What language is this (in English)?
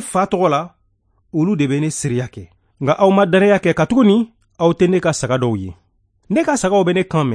Bambara